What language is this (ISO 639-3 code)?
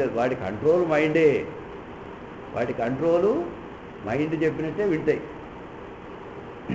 tel